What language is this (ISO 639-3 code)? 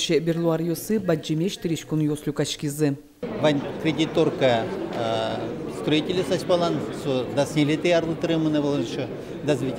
udm